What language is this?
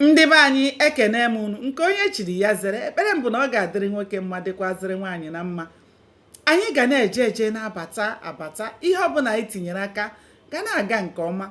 Igbo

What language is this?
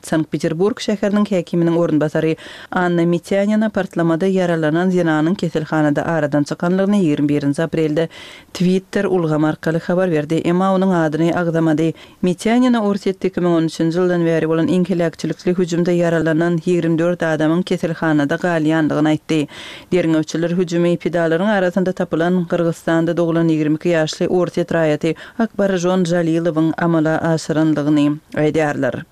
Turkmen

